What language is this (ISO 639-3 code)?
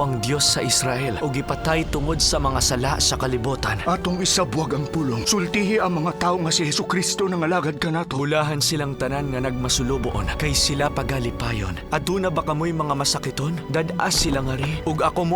ceb